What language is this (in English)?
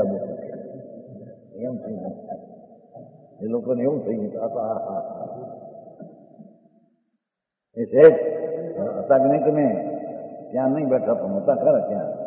Gujarati